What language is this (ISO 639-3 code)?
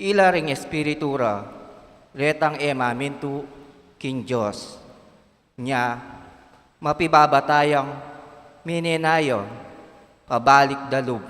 pam